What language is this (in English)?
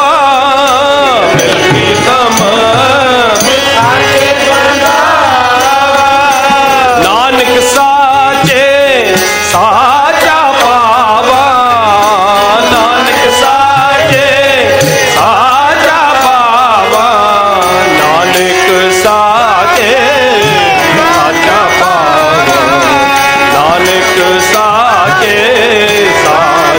Punjabi